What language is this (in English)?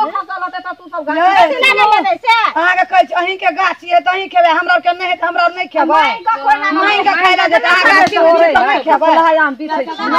Maithili